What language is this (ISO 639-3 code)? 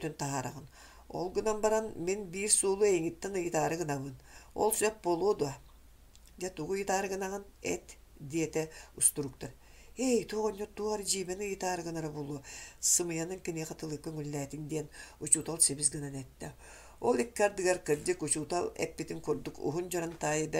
sah